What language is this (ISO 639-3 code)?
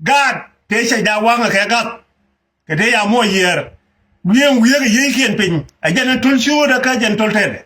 nus